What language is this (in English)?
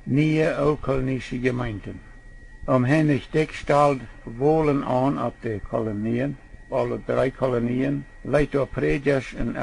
Plautdietsch